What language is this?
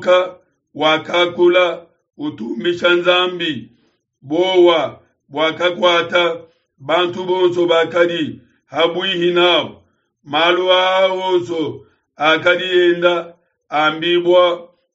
Luba-Lulua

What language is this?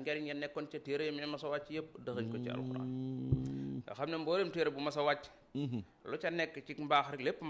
Wolof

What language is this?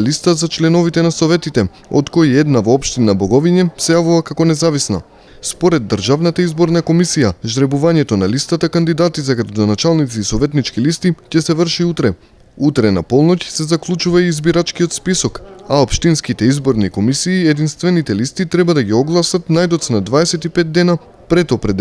Macedonian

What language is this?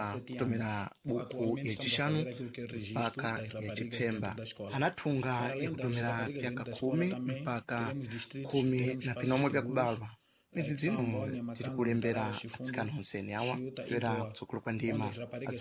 Sena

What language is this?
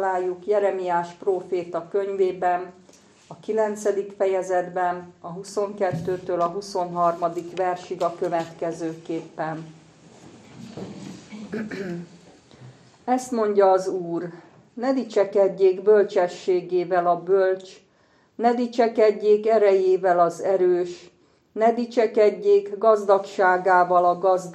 Hungarian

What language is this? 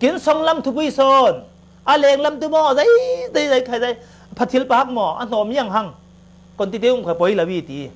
Falam Chin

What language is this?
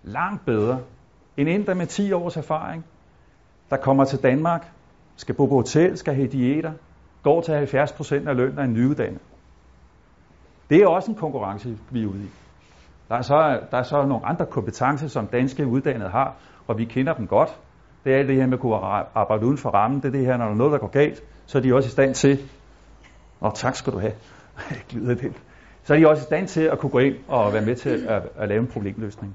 Danish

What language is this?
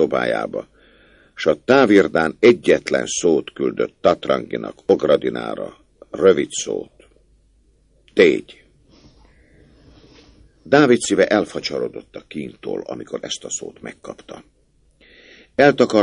Hungarian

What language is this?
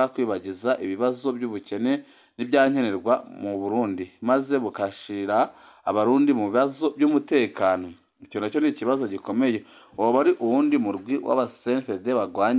Rundi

